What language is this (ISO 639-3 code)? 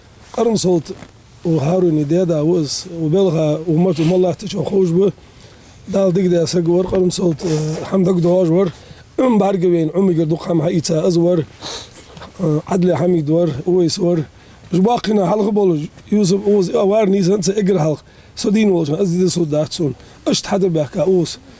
inh